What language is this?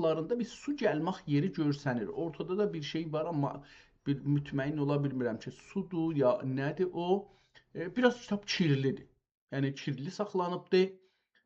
South Azerbaijani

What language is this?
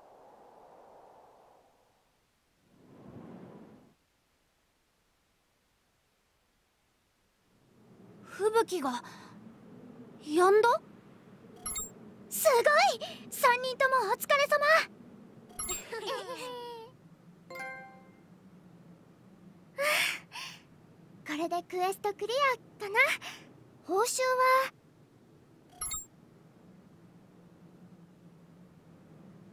Japanese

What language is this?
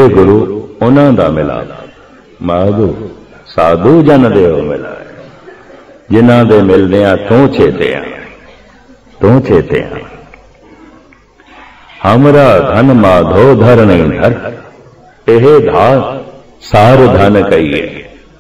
Punjabi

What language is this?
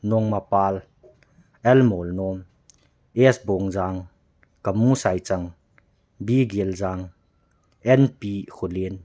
Thado Chin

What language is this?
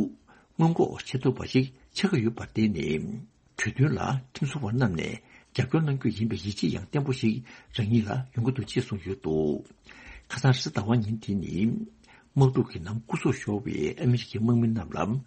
Tibetan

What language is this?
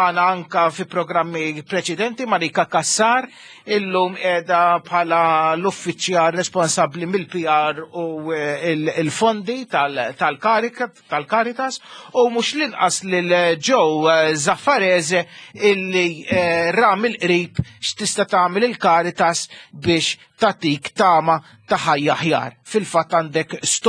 Maltese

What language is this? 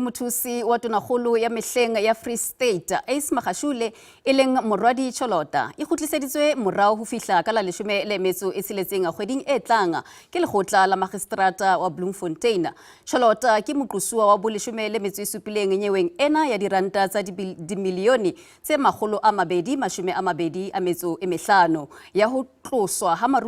Southern Sotho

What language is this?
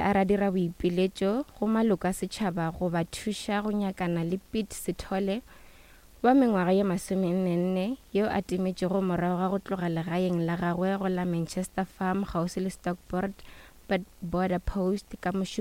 Northern Sotho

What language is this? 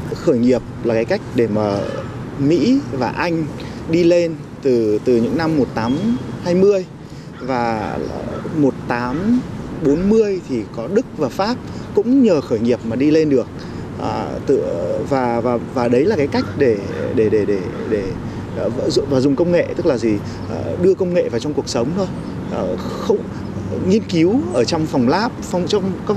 Vietnamese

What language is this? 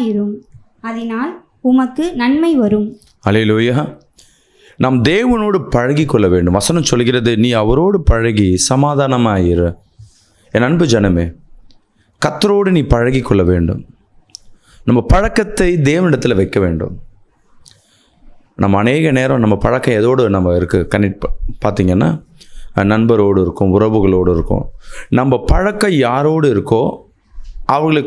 Tamil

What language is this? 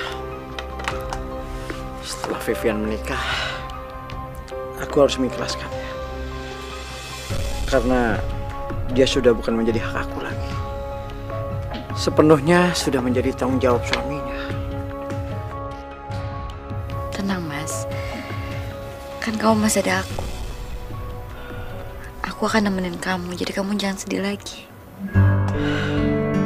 Indonesian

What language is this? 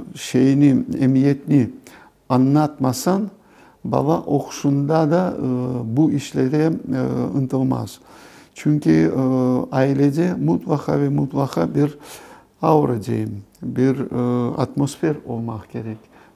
Crimean Tatar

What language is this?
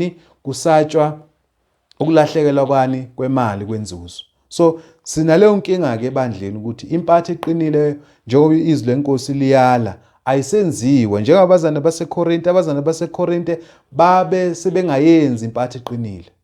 Zulu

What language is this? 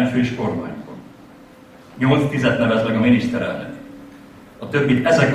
Hungarian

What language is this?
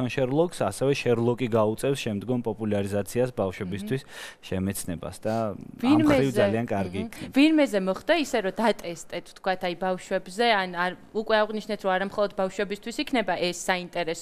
Georgian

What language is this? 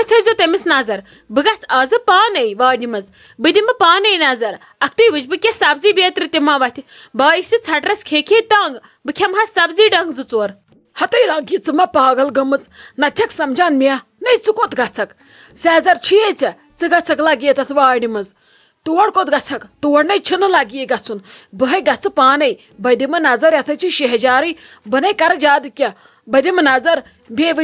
Kashmiri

